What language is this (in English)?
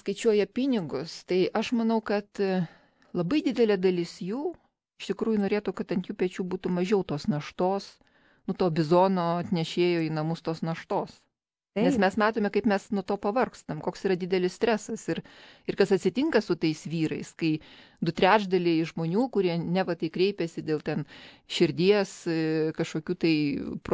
Lithuanian